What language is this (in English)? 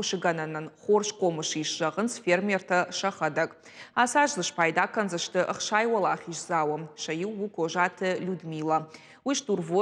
Ossetic